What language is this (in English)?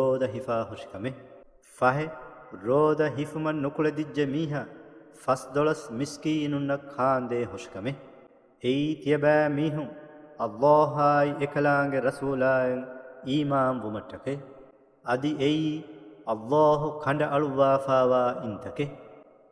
Divehi